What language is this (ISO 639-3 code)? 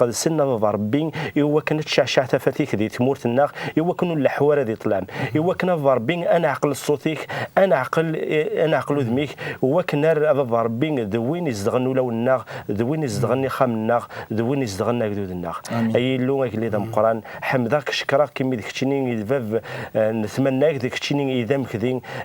kab